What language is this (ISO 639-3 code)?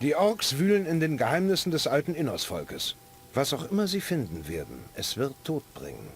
bar